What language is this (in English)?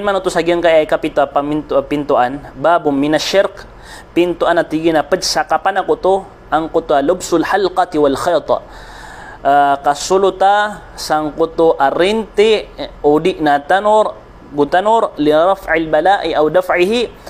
Maranao